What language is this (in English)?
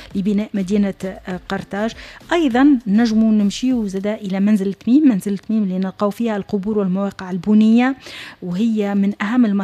Tunisian Arabic